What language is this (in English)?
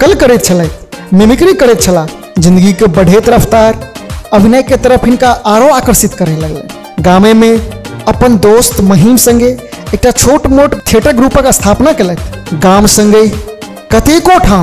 Maithili